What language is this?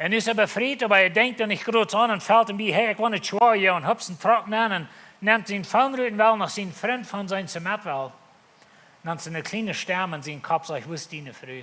Plautdietsch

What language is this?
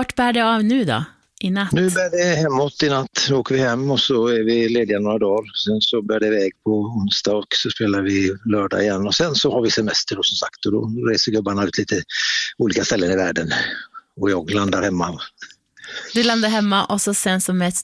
Swedish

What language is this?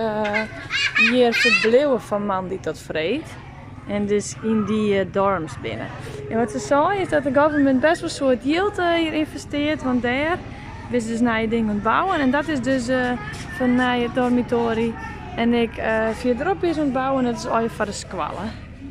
Western Frisian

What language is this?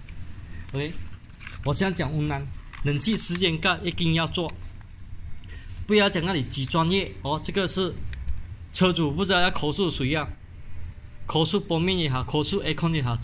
Chinese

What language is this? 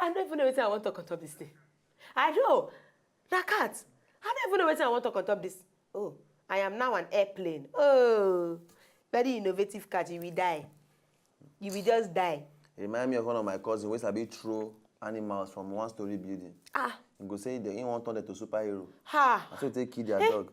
Nigerian Pidgin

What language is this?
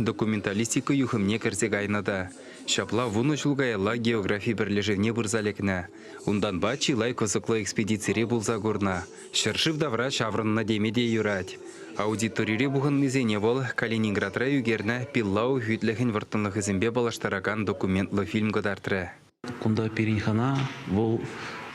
Chuvash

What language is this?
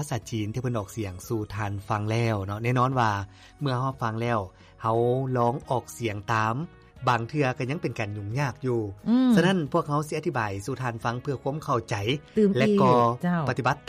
Lao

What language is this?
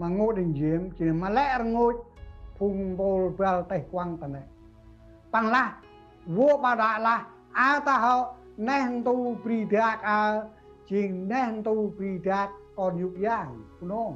Central Mnong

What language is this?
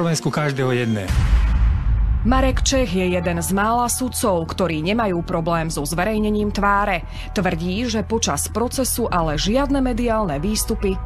Slovak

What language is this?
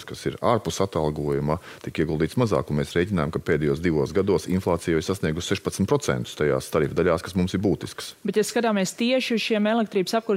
Latvian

